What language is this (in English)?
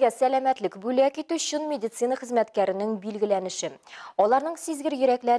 Tatar